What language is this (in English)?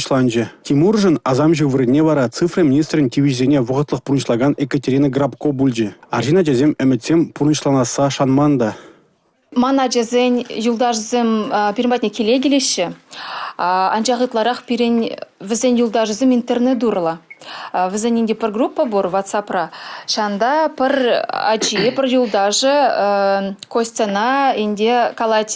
Chuvash